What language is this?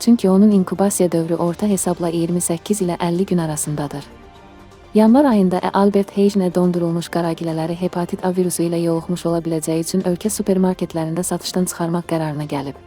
Azerbaijani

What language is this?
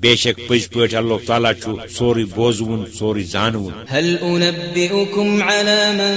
Kashmiri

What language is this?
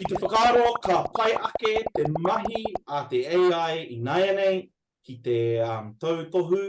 Māori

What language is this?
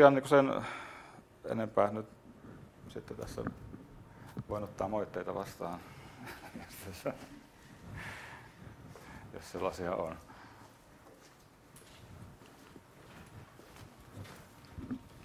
Finnish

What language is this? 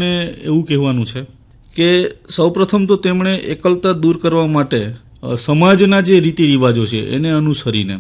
Gujarati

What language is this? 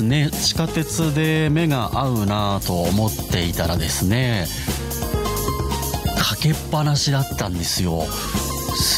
Japanese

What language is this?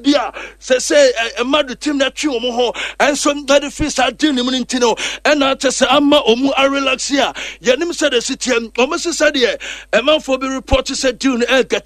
Akan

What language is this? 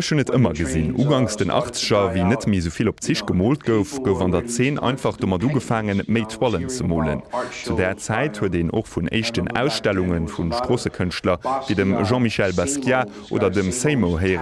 Luxembourgish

